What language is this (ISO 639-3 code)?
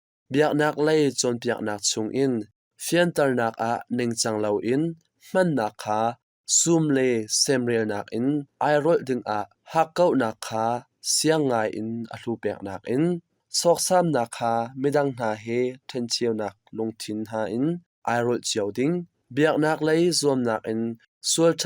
cnh